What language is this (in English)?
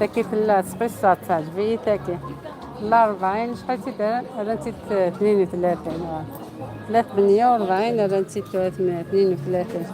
Algerian Arabic